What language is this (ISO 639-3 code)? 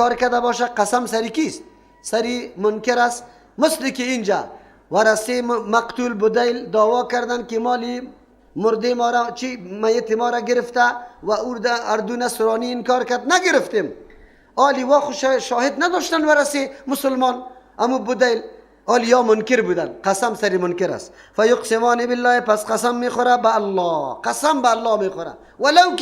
fas